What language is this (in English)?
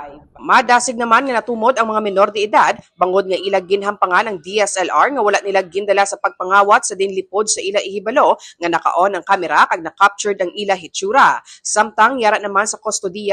Hiligaynon